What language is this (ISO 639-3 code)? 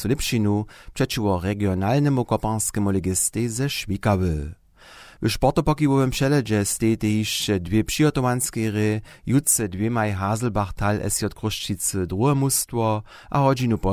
hsb